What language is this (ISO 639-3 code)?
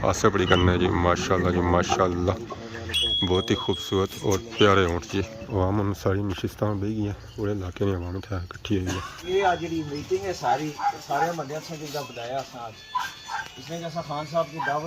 phr